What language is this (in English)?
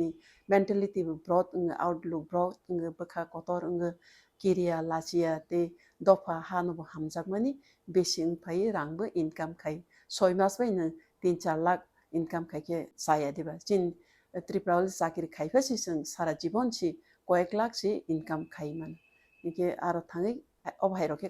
Kok Borok